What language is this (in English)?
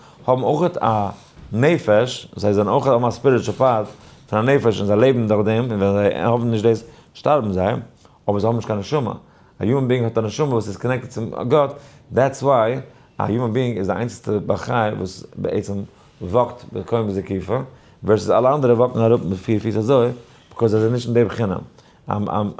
Yiddish